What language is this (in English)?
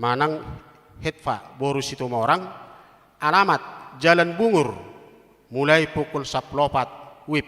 Batak Toba